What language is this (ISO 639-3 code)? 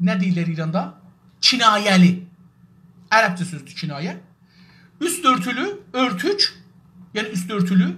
azb